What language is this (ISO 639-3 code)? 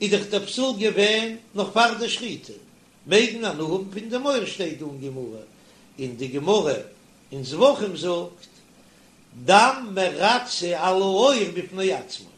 yid